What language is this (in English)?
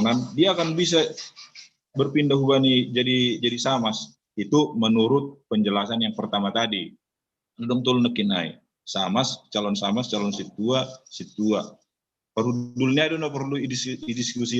Batak Simalungun